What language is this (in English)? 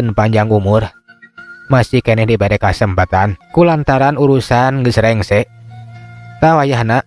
Sundanese